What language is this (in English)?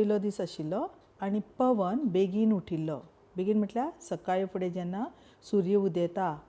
Konkani